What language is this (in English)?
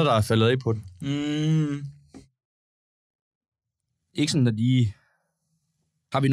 Danish